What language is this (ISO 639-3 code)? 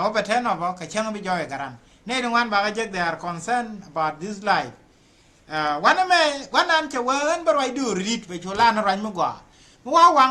nus